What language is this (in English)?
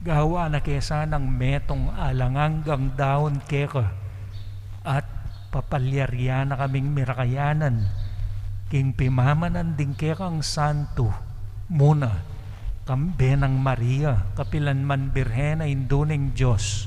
Pampanga